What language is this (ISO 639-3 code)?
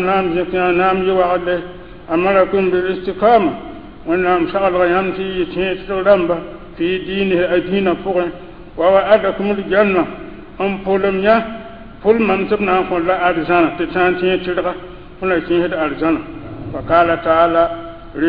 mos